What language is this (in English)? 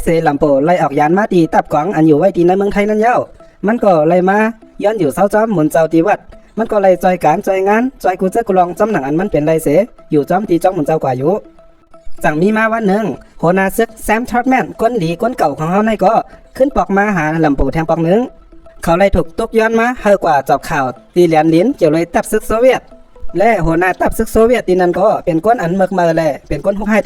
Shan